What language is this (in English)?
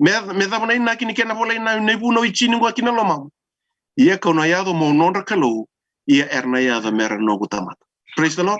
Fijian